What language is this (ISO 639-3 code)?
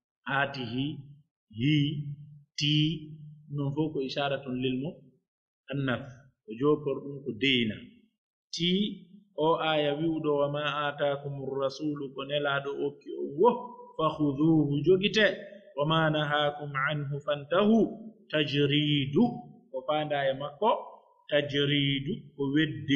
fuf